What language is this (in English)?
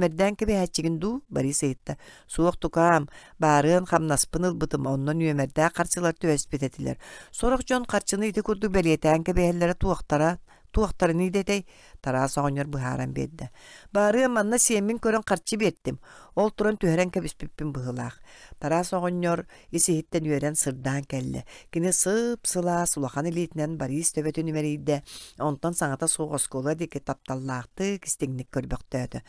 Yakut